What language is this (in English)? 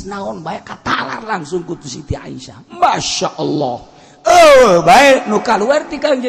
Sundanese